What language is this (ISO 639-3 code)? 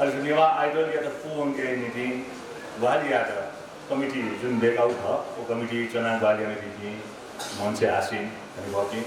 new